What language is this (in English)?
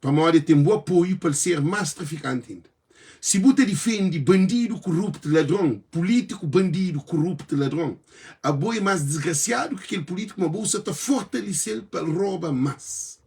Kabuverdianu